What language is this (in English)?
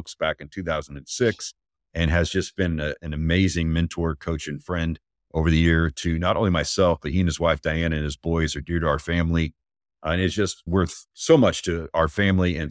English